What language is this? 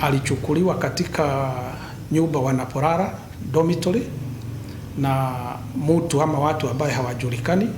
Meru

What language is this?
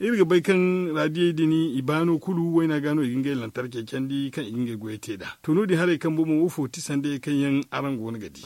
Zarma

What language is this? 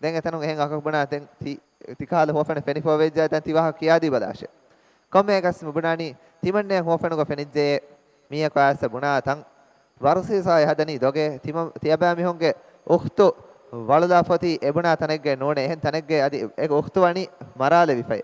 Divehi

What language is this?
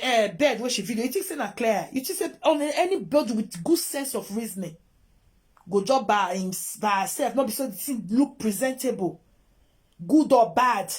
Nigerian Pidgin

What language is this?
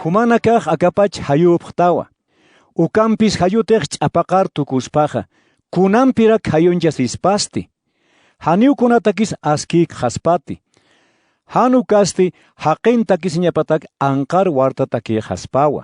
Aymara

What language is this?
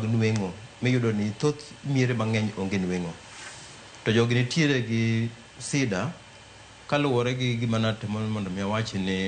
Luo (Kenya and Tanzania)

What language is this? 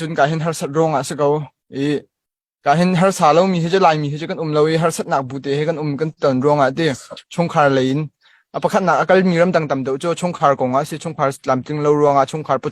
Hakha Chin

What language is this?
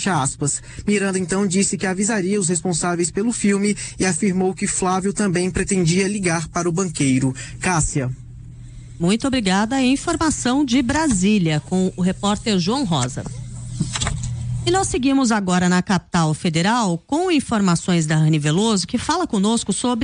Portuguese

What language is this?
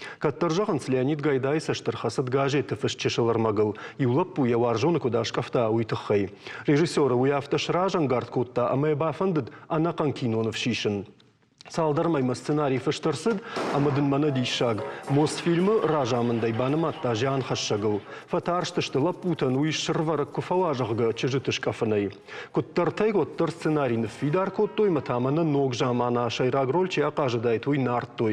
Ossetic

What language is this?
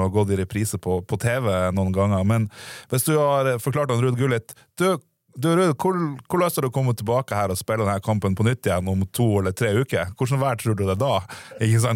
Norwegian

